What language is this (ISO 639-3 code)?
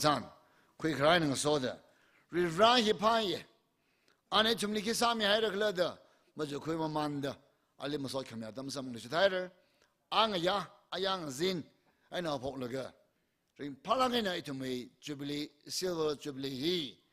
nmf